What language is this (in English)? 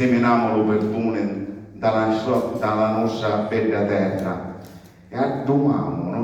Sicilian